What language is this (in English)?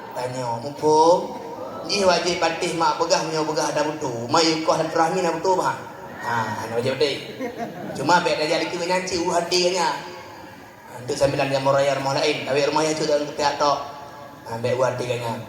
Achinese